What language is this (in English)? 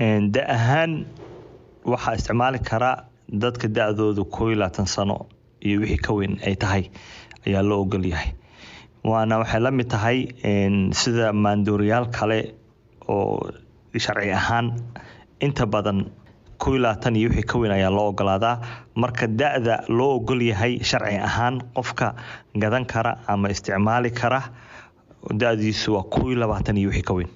Somali